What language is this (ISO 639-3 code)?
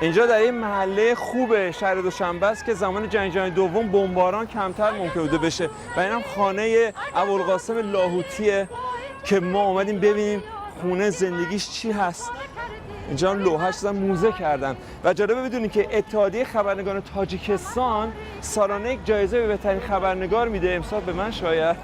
fas